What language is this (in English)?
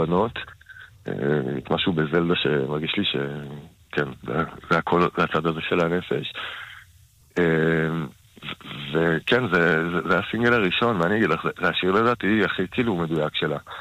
Hebrew